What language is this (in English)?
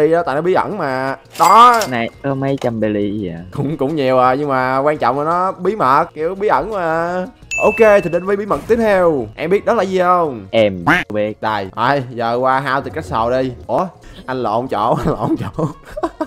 Vietnamese